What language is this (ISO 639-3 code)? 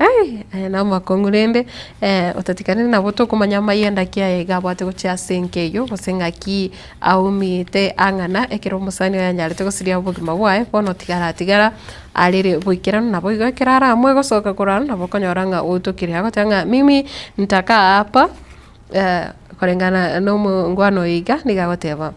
guz